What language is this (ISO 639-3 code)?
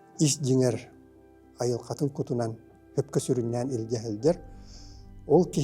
sah